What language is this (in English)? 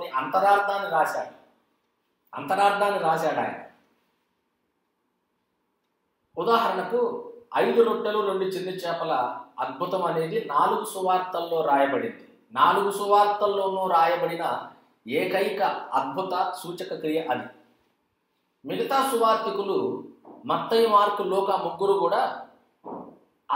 Telugu